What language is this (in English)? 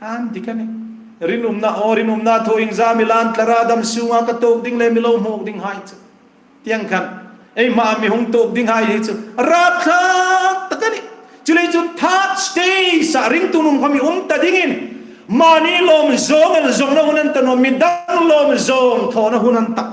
Hmar